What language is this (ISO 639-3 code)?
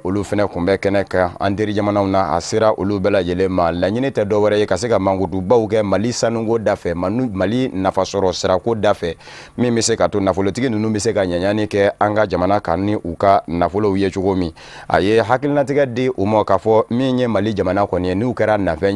bam